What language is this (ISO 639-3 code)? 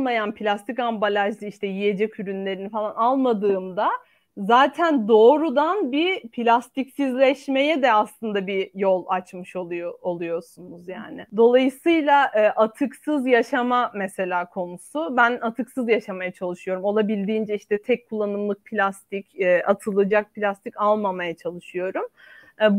tur